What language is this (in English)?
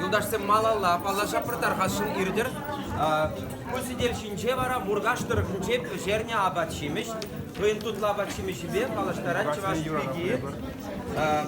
Chuvash